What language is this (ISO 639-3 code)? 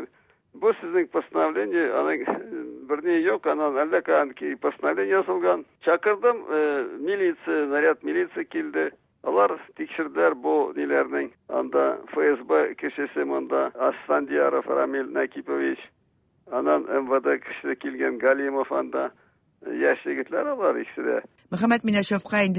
tat